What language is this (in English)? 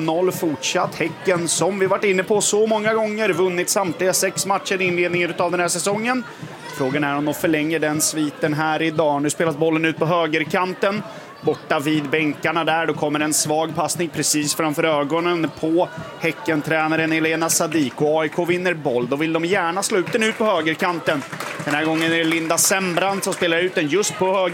Swedish